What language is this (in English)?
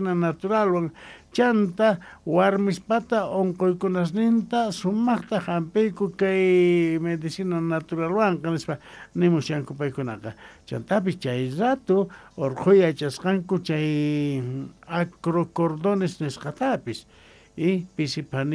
South Bolivian Quechua